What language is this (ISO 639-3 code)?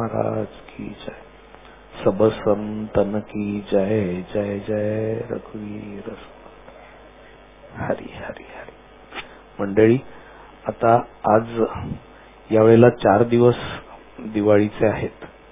mar